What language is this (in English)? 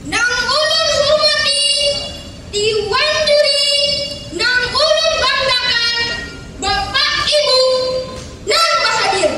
Banjar